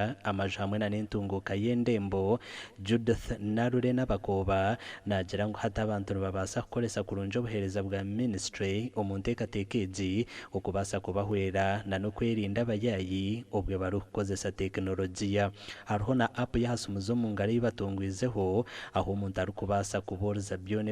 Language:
Nyankole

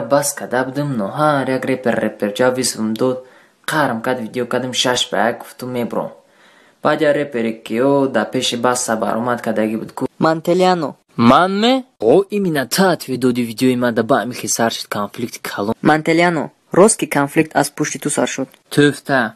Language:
Tajik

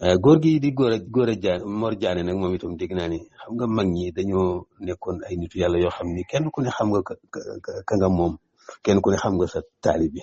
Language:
Wolof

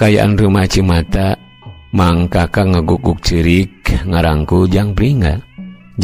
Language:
Sundanese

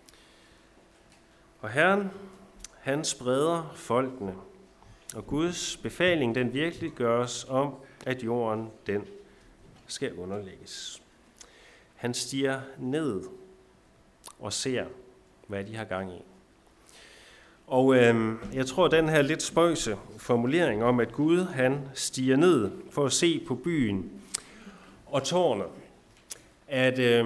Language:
Danish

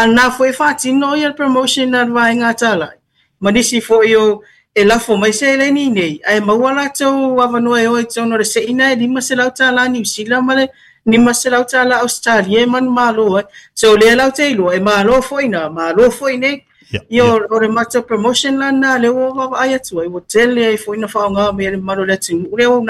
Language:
Samoan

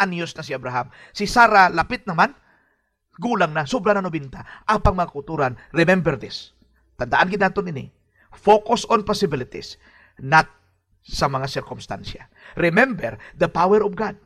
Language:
Hiligaynon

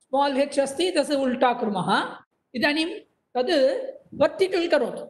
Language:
Sanskrit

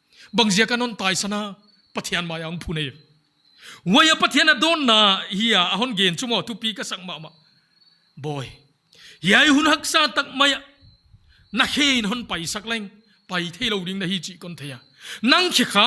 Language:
Paite Chin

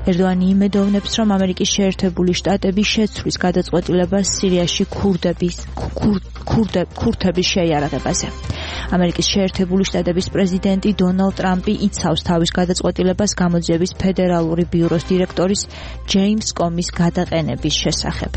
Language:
Georgian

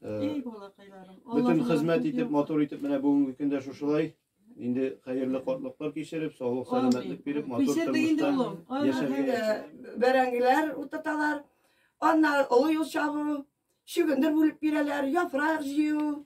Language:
Tatar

